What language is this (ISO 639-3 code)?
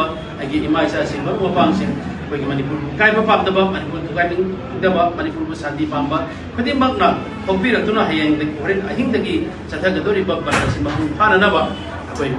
mni